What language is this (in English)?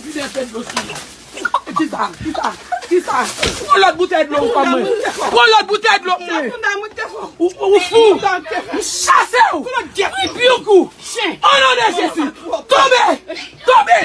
Haitian Creole